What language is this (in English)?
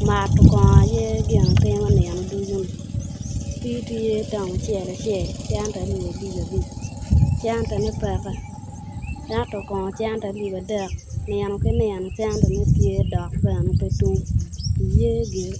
Acoli